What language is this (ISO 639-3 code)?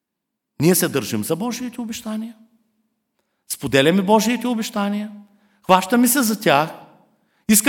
bul